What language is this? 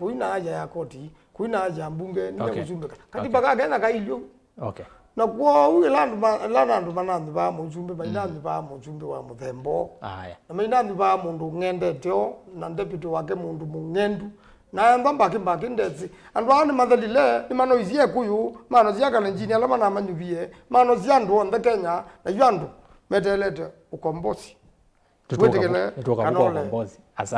Kamba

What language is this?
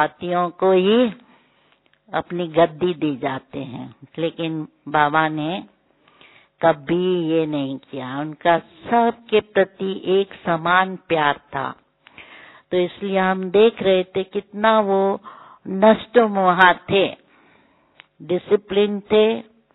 Hindi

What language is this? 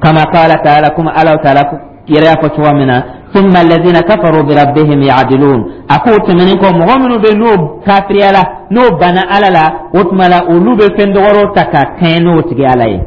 Dyula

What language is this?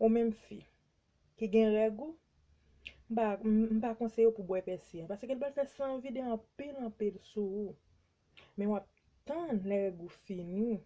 Haitian Creole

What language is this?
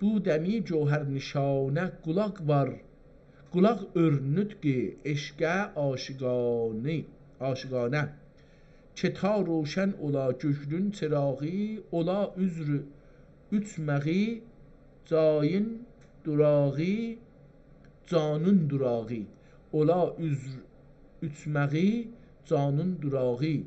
South Azerbaijani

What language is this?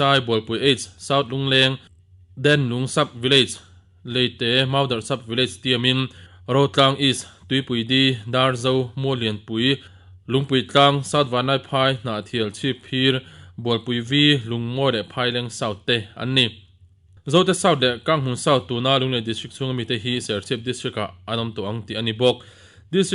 Mizo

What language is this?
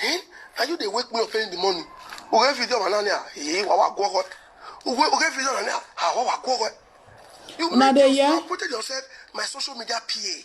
Nigerian Pidgin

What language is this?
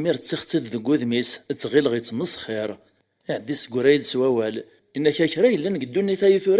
Kabyle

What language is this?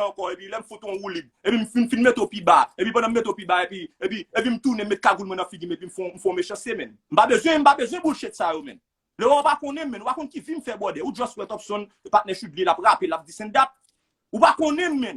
Haitian Creole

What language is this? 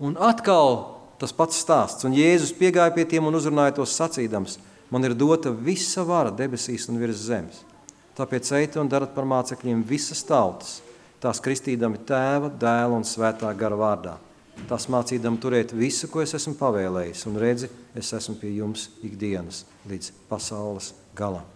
Latvian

